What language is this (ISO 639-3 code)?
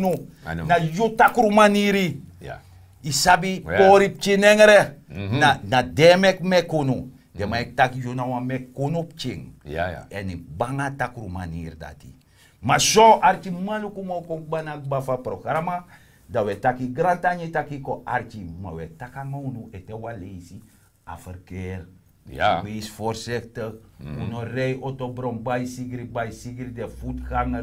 srn